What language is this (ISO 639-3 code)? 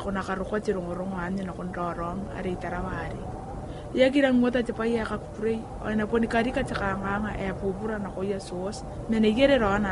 gil